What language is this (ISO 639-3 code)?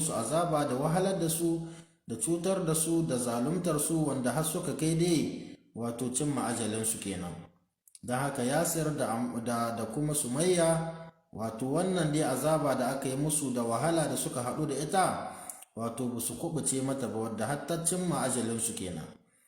hau